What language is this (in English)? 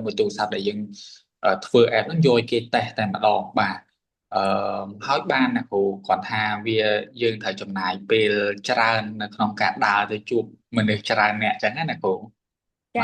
Khmer